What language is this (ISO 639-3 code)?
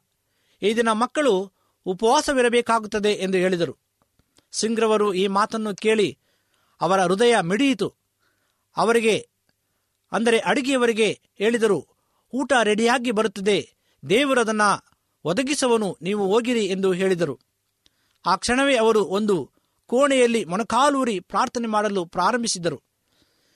kan